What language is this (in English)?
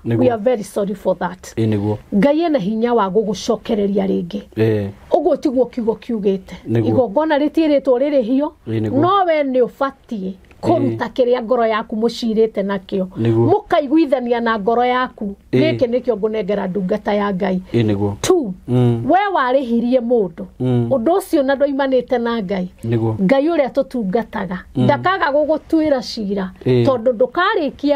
Kikuyu